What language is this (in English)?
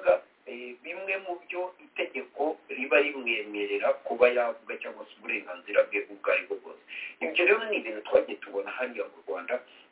Kinyarwanda